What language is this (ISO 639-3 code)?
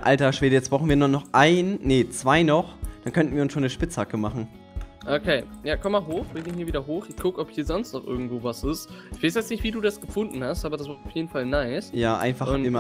deu